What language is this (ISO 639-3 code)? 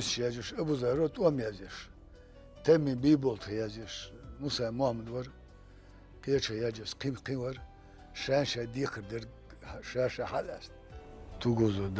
che